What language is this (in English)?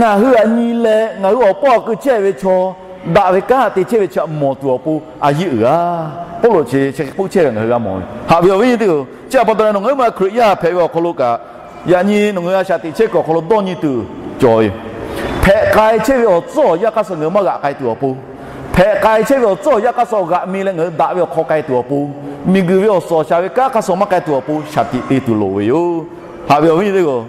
Lahu